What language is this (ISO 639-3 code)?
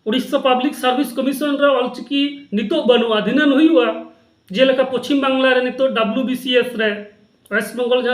sat